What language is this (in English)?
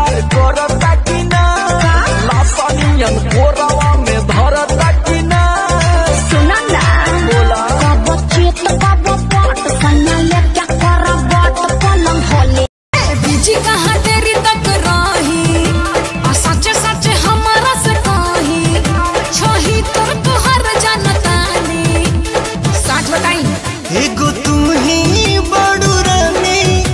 Bhojpuri